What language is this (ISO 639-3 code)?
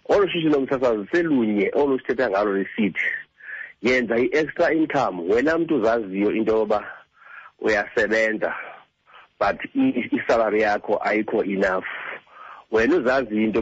xho